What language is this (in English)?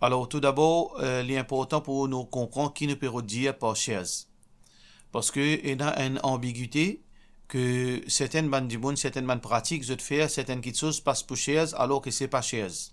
Morisyen